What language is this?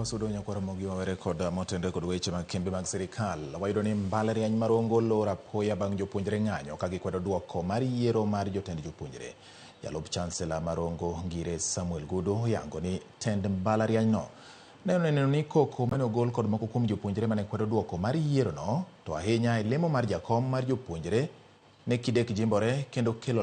Luo (Kenya and Tanzania)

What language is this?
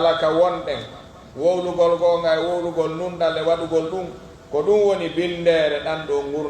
Pular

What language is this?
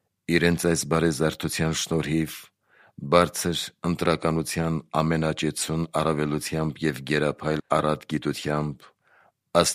Armenian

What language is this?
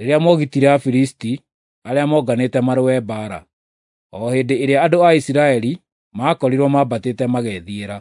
Kikuyu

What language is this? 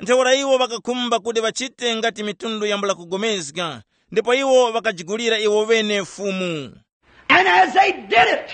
Tumbuka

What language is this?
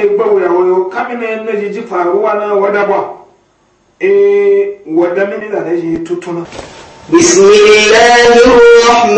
Igbo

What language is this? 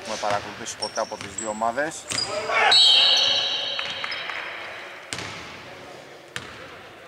Greek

